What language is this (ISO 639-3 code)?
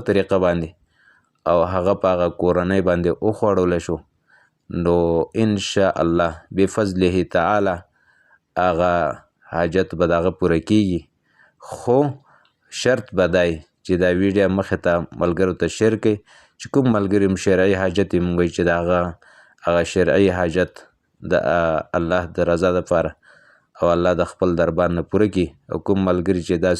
pus